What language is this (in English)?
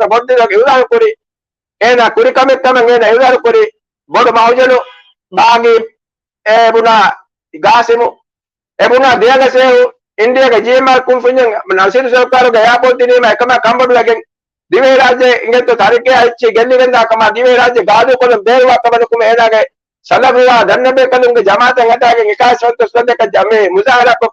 Divehi